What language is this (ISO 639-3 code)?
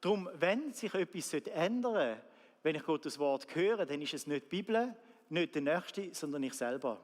gsw